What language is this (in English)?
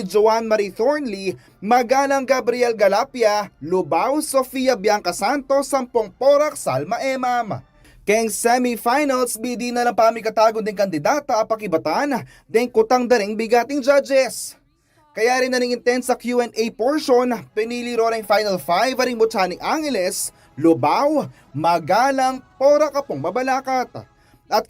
Pampanga